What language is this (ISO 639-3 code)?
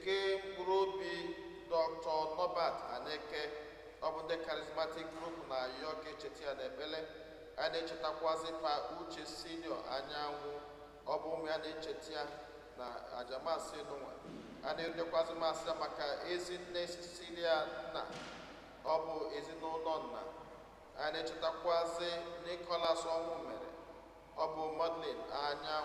ibo